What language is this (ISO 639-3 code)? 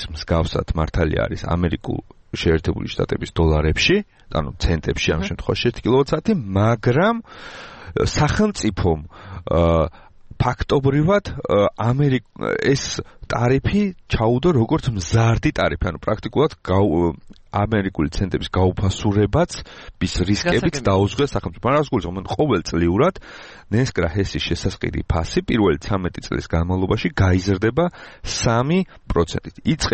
kat